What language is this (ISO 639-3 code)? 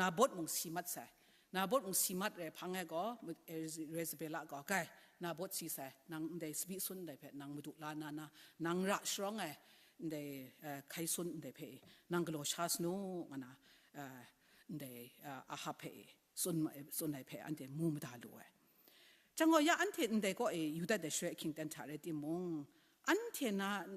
kac